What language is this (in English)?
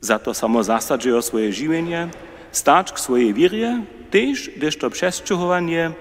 Upper Sorbian